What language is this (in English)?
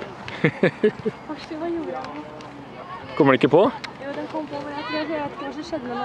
Norwegian